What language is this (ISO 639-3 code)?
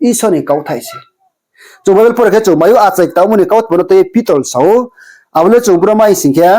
ria